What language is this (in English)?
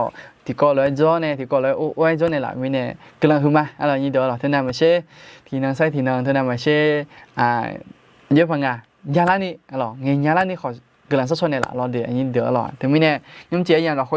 Akha